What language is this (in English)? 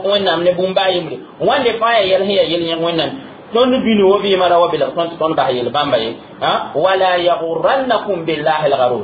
Mossi